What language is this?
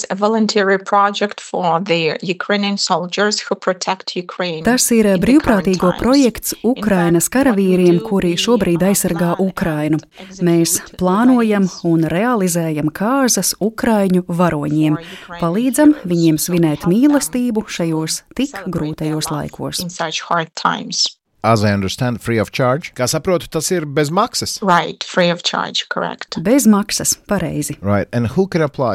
Latvian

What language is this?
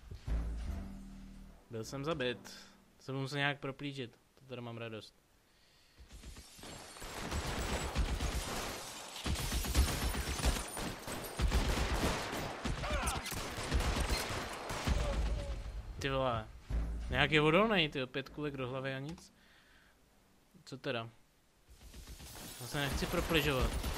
Czech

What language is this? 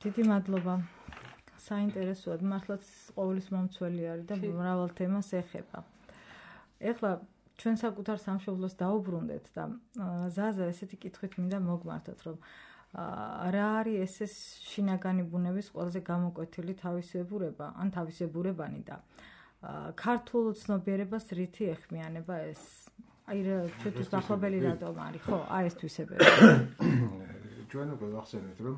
Georgian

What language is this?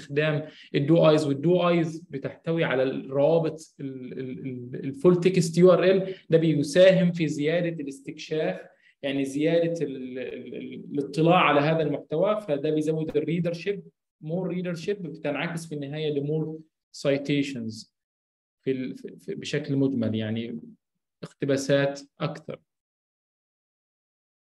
Egyptian Arabic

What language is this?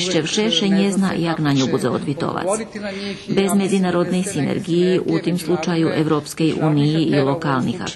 Rusyn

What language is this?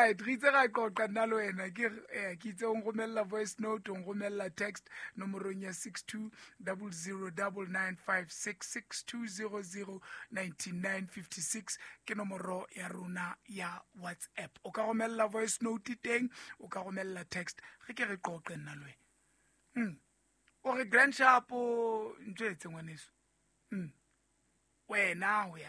Southern Sotho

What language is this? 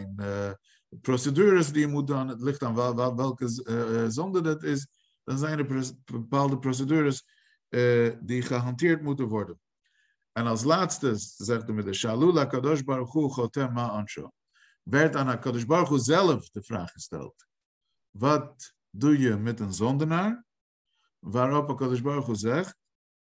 Dutch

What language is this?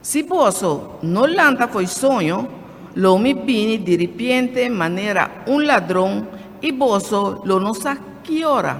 Papiamento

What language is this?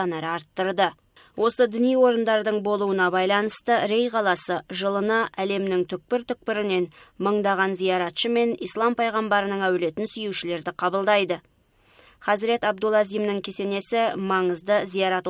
Kazakh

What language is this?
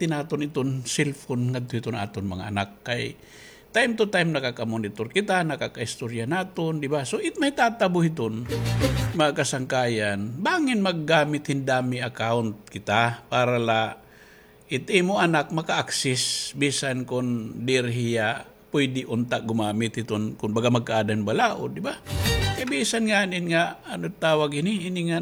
Waray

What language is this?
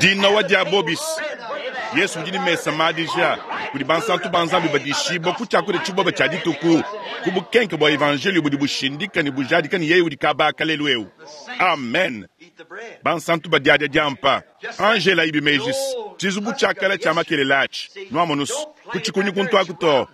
Luba-Lulua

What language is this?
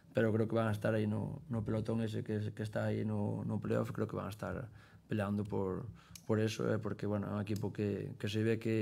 Galician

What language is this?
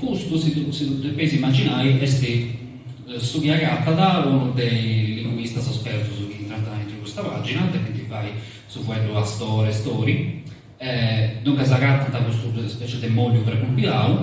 Sardinian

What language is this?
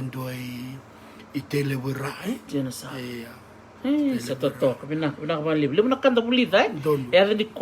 Fijian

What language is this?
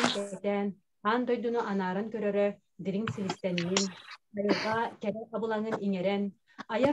Yakut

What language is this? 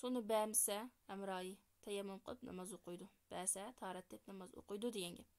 Uyghur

